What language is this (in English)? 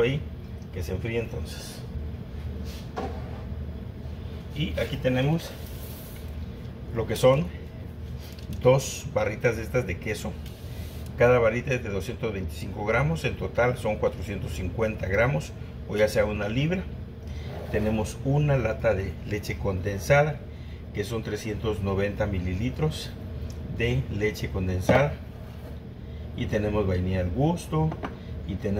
Spanish